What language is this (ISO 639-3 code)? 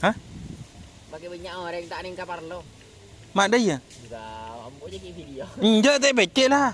mad